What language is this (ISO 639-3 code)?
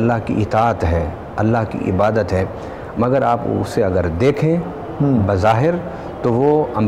urd